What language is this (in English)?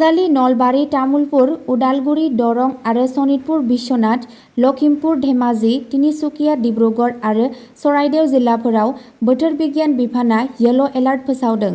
Bodo